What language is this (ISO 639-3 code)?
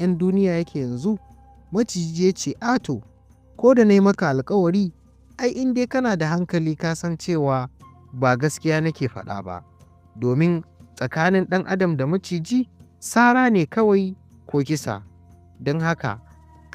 hau